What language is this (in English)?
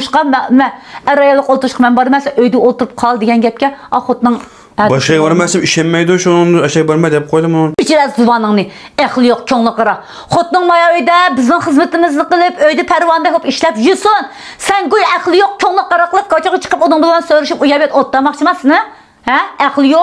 Uyghur